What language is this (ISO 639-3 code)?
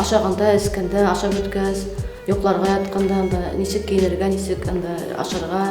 bak